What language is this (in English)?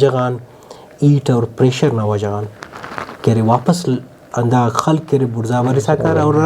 Brahui